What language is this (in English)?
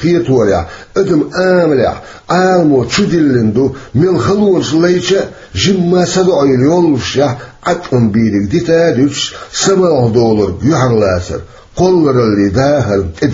Chechen